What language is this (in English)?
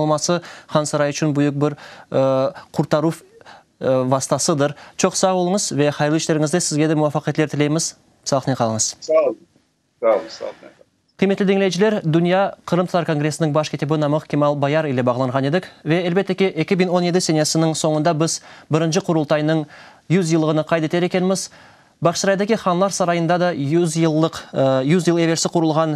Crimean Tatar